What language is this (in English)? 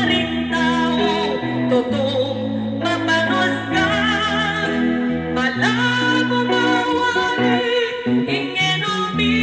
Pampanga